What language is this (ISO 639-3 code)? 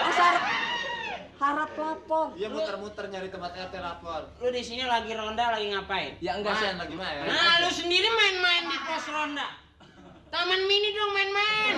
bew